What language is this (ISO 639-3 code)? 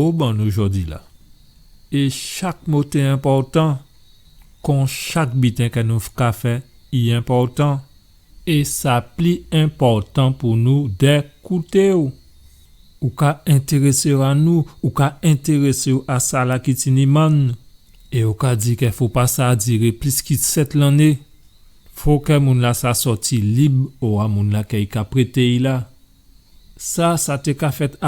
gcf